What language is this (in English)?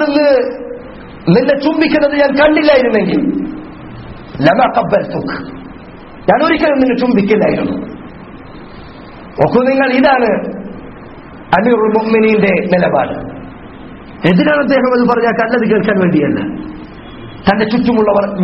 Malayalam